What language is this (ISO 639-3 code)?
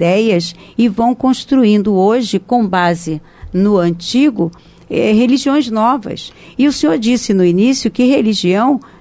por